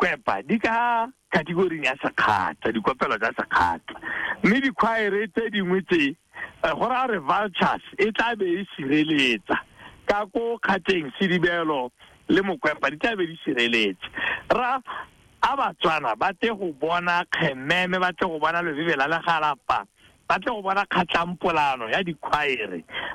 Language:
Tswana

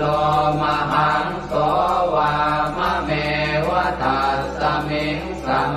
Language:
Pali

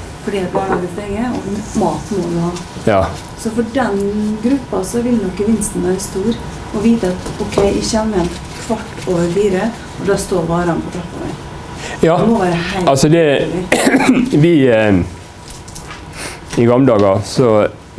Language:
Norwegian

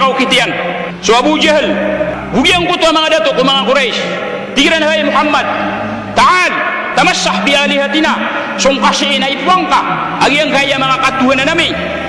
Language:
Maranao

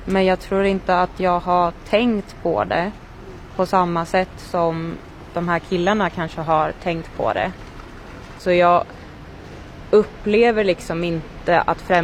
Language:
Swedish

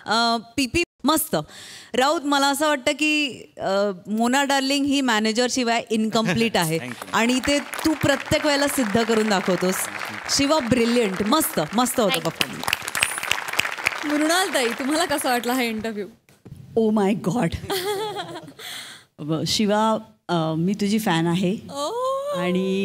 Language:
Marathi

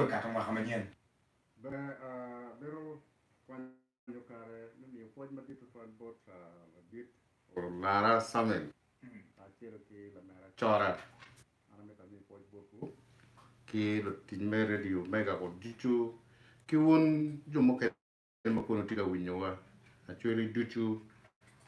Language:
Acoli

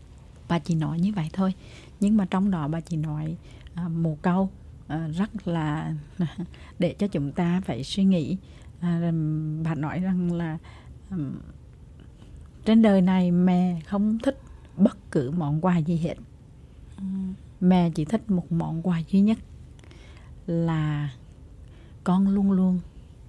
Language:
Vietnamese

